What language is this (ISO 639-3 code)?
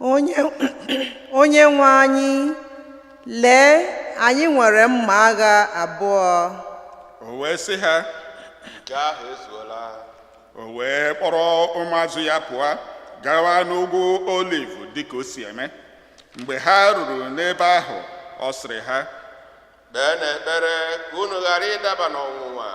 ibo